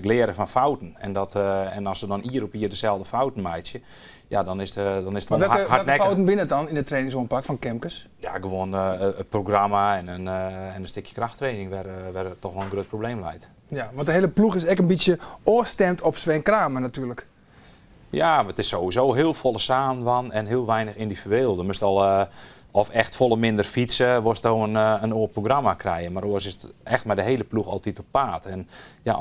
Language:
Western Frisian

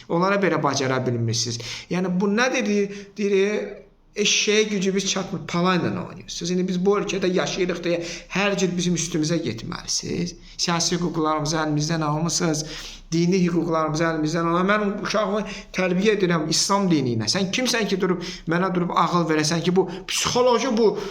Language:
Azerbaijani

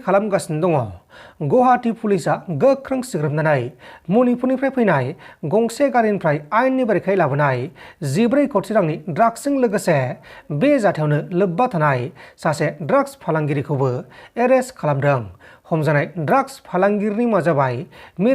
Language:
Bodo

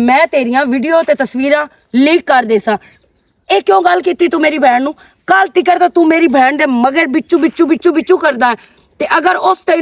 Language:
Western Panjabi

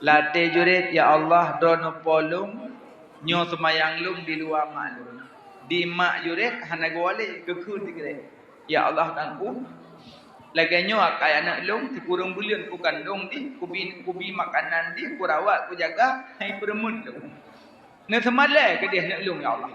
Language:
Achinese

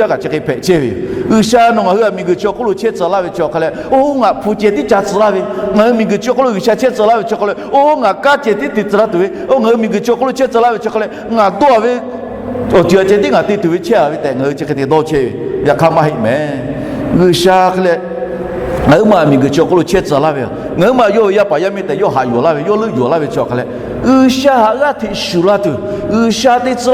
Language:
Lahu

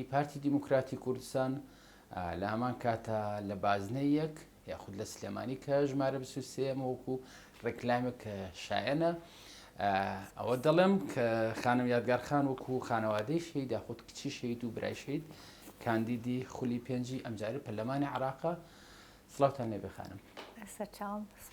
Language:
Central Kurdish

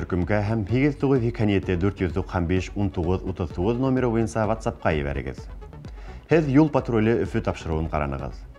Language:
Bashkir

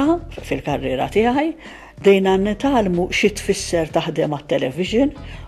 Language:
Maltese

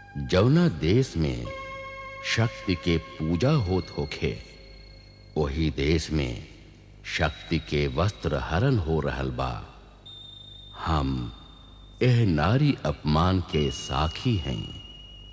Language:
Bhojpuri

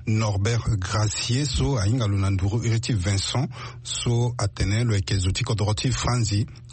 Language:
Sango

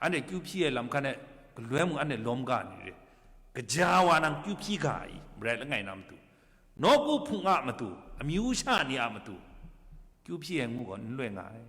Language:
Kachin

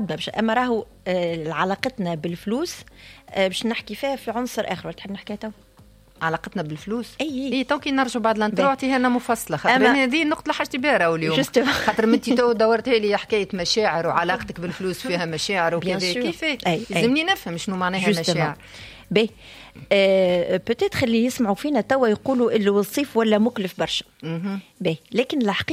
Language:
Tunisian Arabic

